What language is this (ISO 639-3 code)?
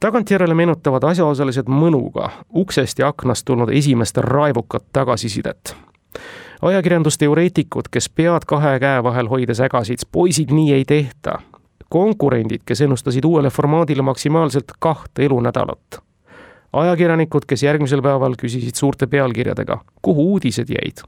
est